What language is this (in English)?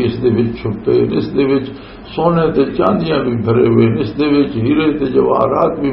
Western Panjabi